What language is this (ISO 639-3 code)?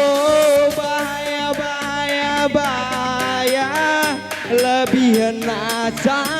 btx